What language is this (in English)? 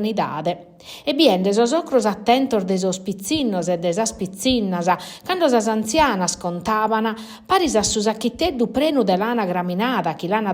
Sardinian